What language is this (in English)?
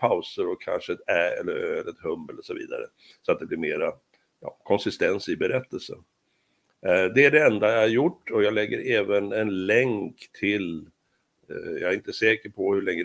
Swedish